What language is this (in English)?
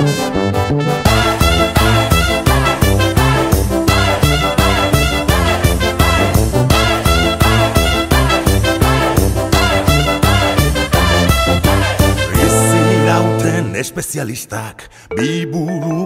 Basque